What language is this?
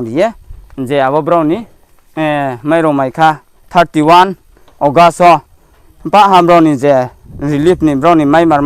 Riang (India)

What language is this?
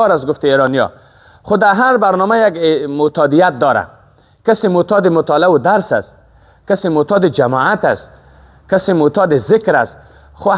Persian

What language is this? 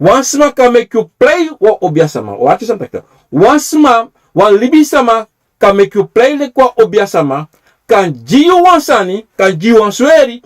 Sranan Tongo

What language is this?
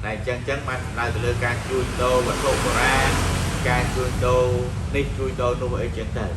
Khmer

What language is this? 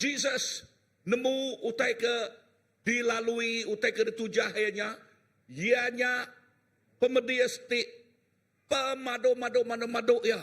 Iban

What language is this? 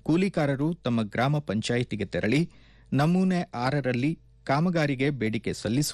Kannada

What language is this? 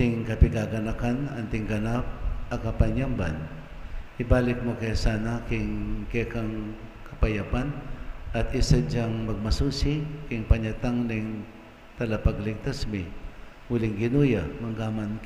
Pampanga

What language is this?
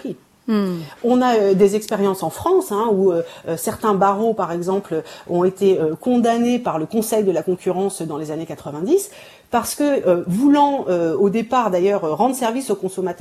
French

